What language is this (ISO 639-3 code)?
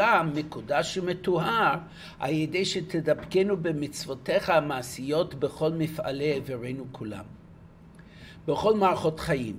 heb